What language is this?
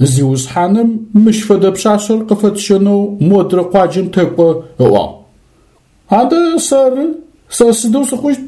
Adyghe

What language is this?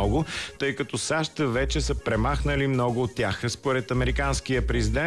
Bulgarian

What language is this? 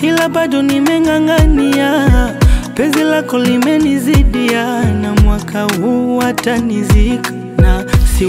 Swahili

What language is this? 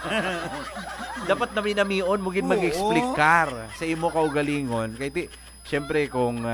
Hiligaynon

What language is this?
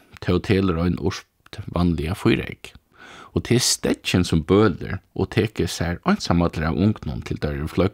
Faroese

